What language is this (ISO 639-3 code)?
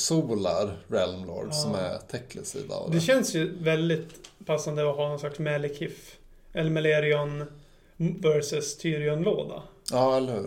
swe